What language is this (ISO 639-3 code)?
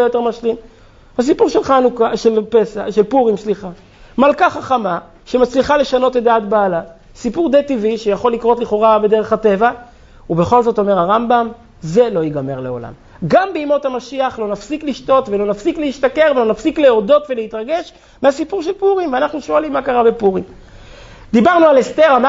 heb